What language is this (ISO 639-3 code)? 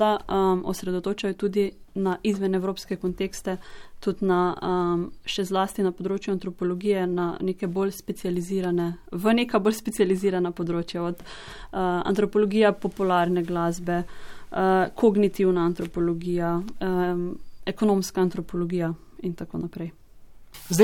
slv